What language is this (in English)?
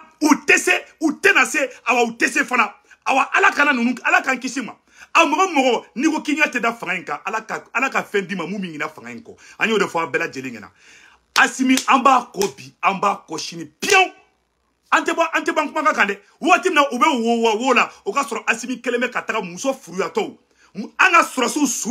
Bambara